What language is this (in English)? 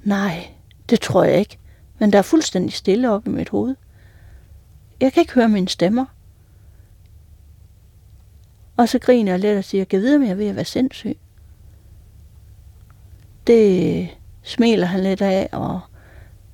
Danish